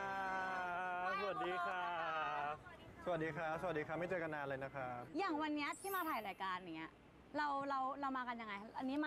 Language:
Thai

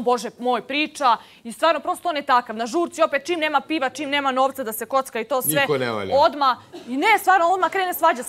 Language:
Serbian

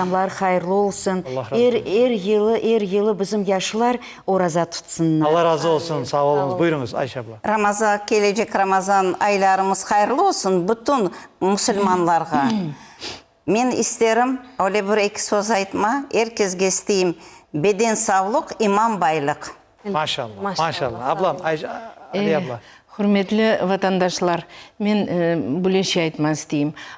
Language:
Crimean Tatar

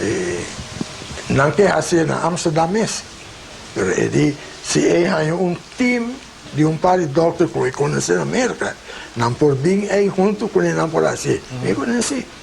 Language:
Papiamento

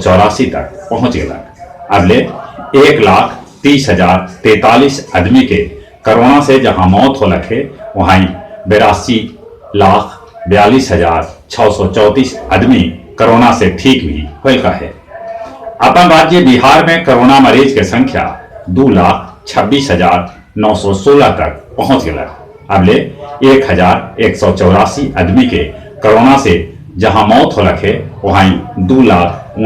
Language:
Magahi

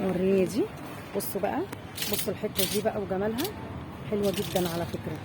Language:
Egyptian Arabic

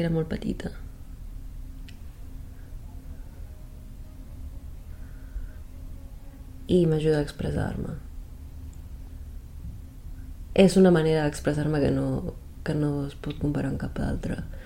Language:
Catalan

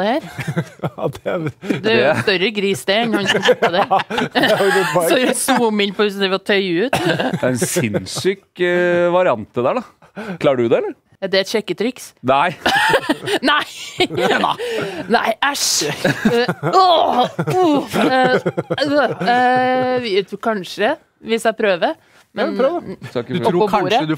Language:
Norwegian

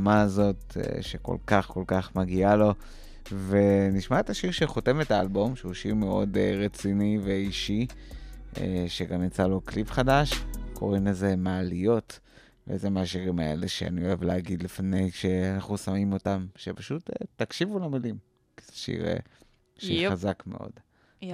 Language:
Hebrew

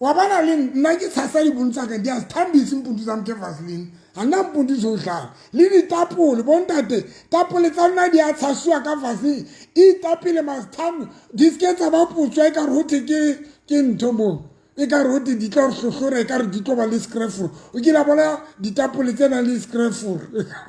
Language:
Southern Sotho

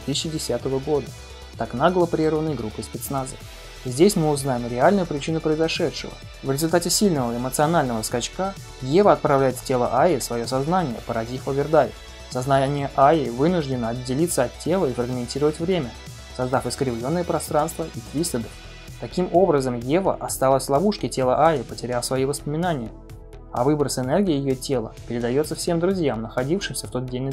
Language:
Russian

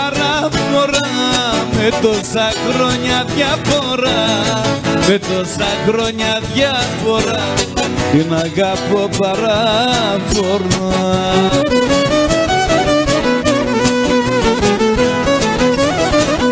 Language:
Greek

